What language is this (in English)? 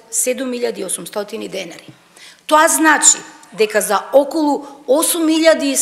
Macedonian